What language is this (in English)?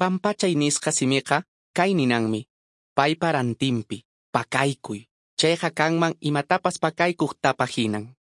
Quechua